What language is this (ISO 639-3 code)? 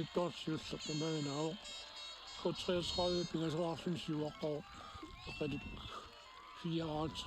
kal